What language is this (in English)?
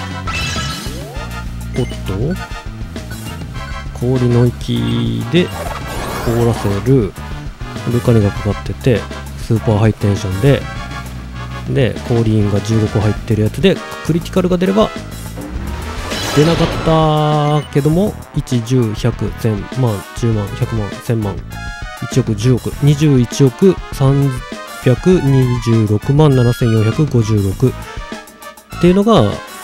Japanese